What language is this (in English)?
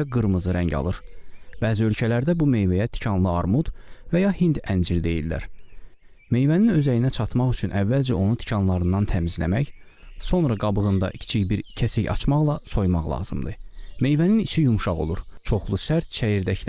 Azerbaijani